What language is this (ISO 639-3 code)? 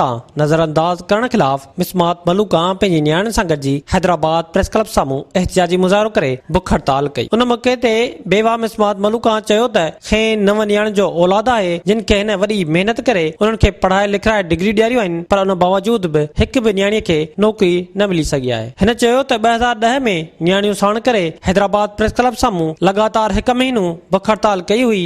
snd